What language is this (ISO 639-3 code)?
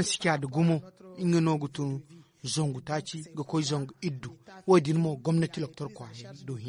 dje